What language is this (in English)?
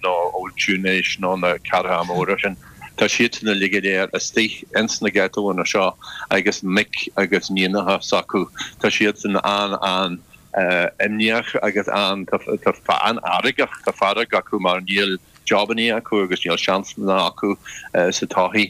Irish